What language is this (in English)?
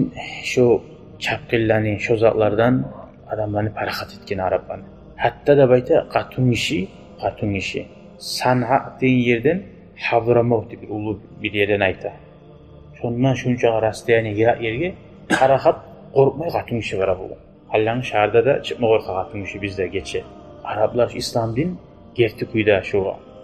Kumyk